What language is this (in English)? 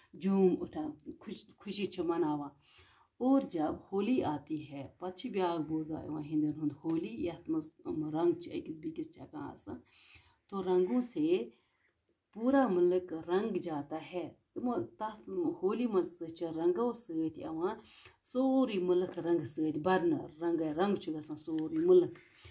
Kashmiri